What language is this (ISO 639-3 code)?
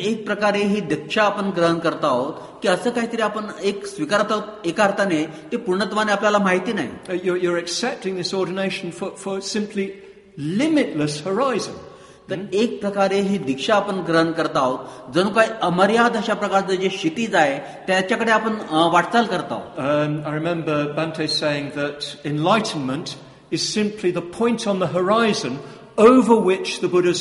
mar